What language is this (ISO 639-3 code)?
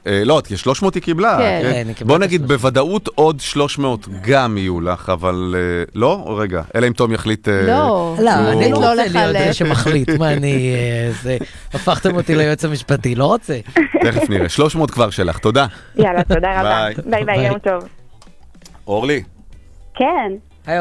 heb